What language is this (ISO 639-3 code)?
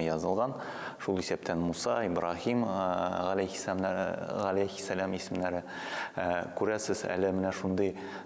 tat